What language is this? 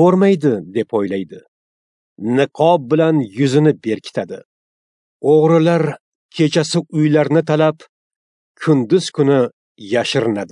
Uzbek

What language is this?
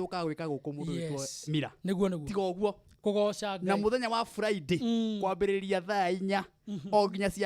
Kikuyu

